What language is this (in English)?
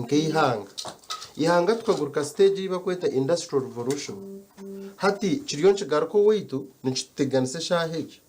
Nyankole